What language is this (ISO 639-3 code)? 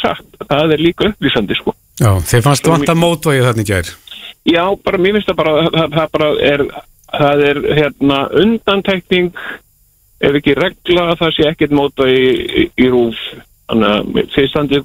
isl